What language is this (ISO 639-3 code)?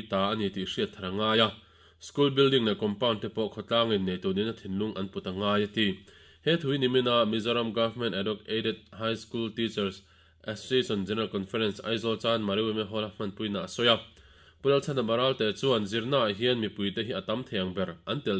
lus